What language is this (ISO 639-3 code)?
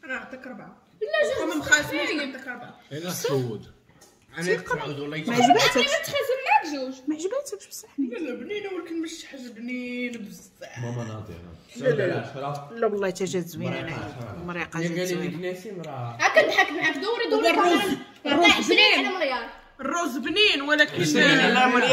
ary